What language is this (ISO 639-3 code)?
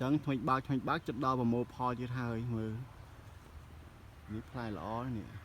khm